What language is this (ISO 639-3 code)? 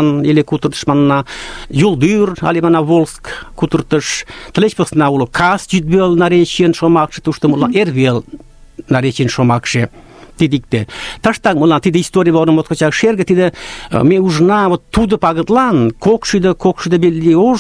chm